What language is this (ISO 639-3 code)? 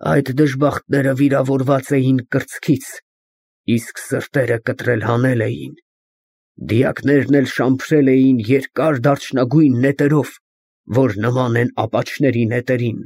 hye